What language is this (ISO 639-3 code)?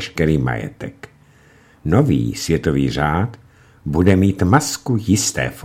ces